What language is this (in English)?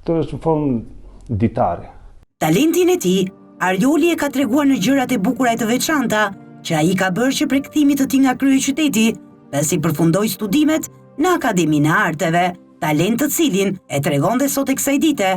Albanian